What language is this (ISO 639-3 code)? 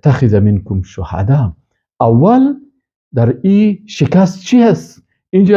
fas